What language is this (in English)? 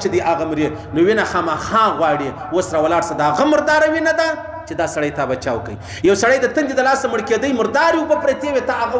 Pashto